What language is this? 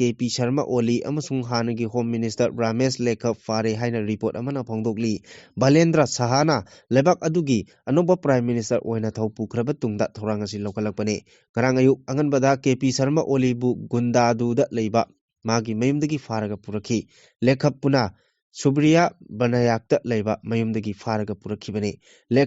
Manipuri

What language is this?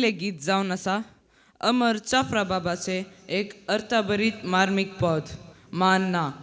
Konkani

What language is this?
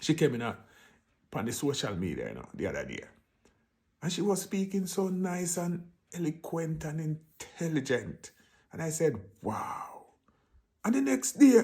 Jamaican Creole English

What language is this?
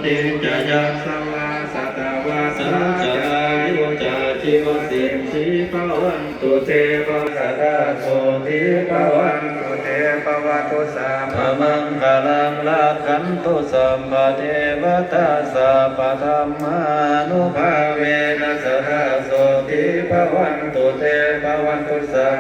Pali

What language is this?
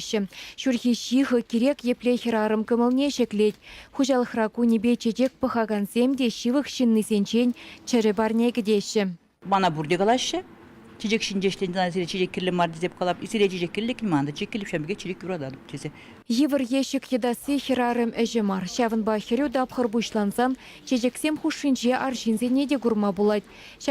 Chuvash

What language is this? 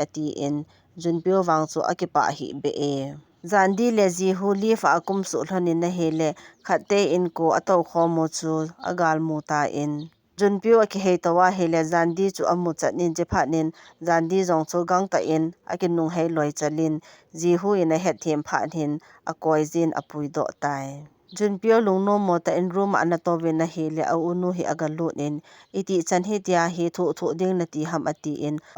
Thado Chin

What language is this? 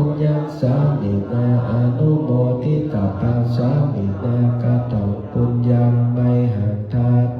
Pali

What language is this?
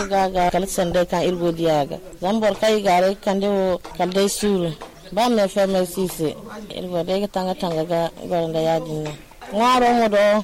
Zarma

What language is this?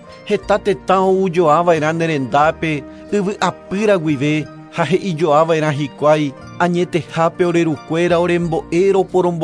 Guarani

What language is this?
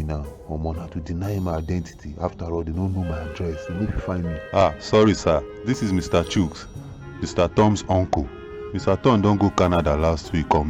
Nigerian Pidgin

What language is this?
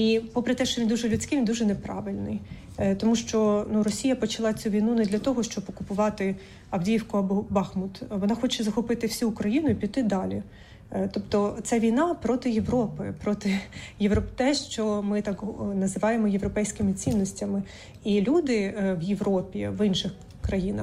Ukrainian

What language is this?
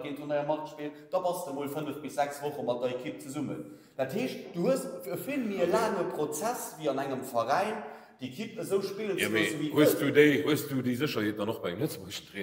Luxembourgish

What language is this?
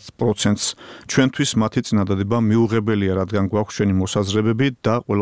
Georgian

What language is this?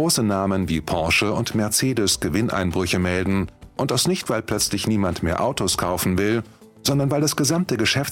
German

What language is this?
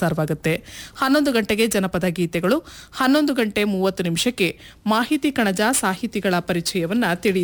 Kannada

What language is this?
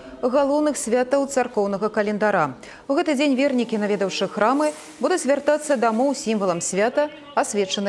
Belarusian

